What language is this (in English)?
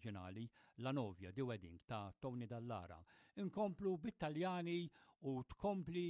Maltese